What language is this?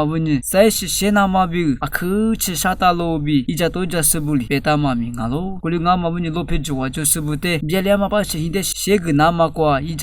Lisu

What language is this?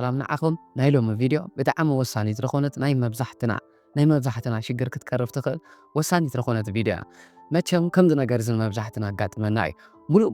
Tigrinya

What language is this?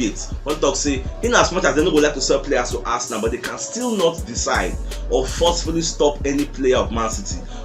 Nigerian Pidgin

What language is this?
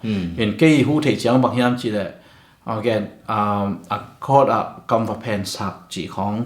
Tedim Chin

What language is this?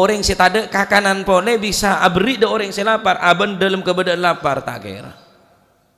Madurese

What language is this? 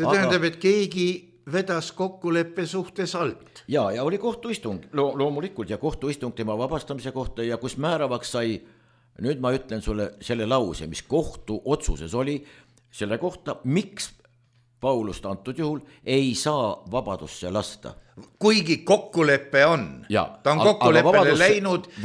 Estonian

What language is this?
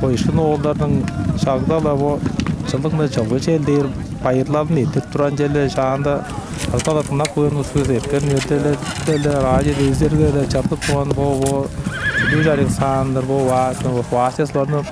Tuvinian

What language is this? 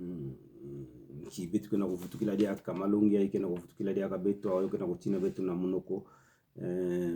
Kituba (Democratic Republic of Congo)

